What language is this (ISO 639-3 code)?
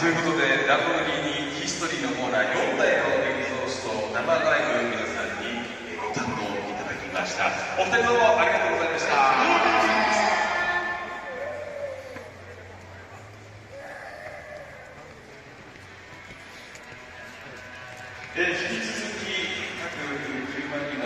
jpn